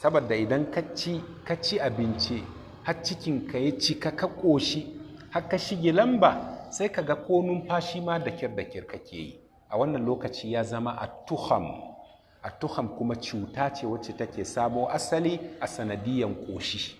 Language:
Hausa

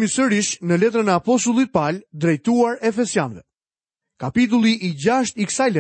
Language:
Albanian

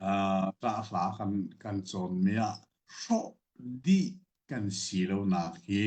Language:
Hakha Chin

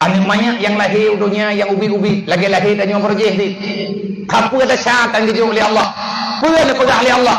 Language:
Achinese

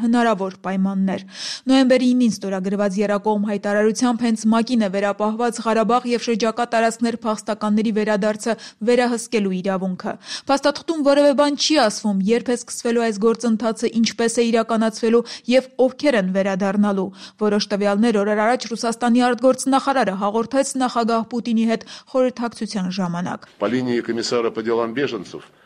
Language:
Armenian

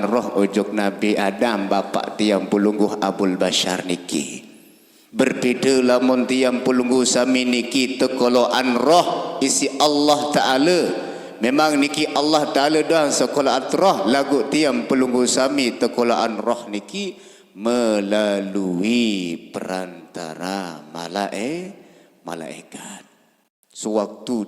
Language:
Sasak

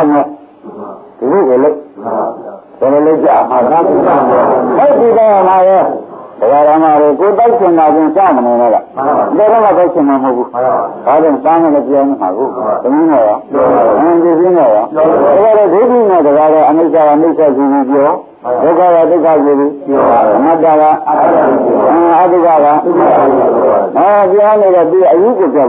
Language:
Burmese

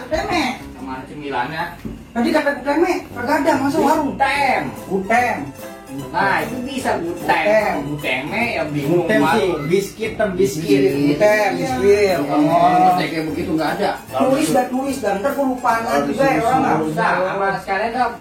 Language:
Betawi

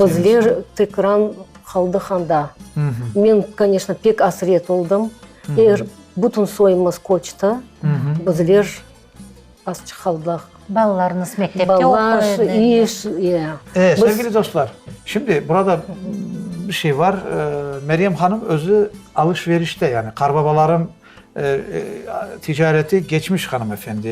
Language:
Crimean Tatar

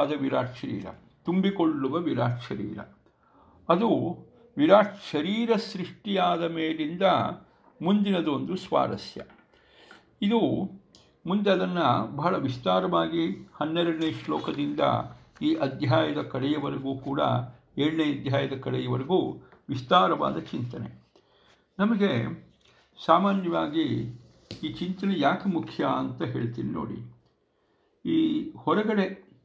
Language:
Kannada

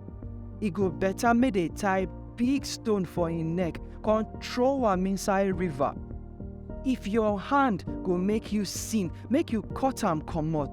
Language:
Nigerian Pidgin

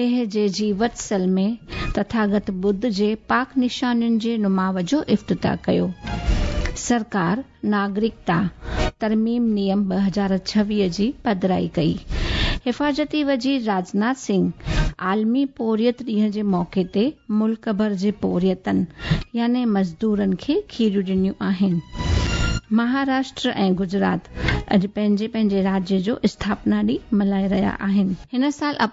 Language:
Sindhi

